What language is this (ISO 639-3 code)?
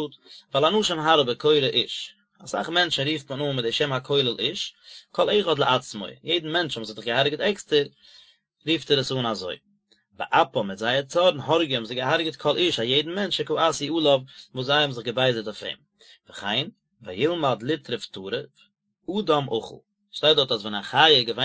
yid